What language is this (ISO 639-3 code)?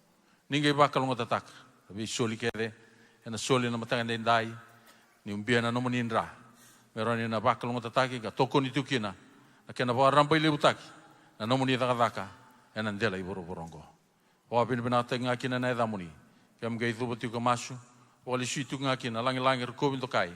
fij